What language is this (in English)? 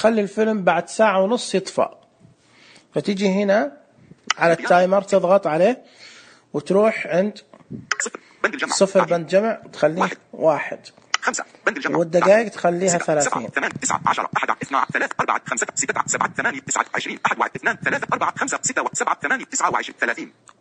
Najdi Arabic